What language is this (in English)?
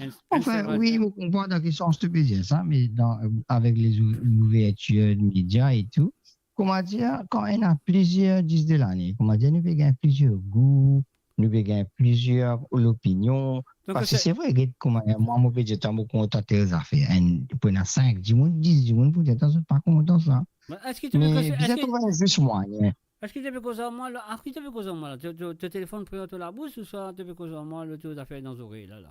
Morisyen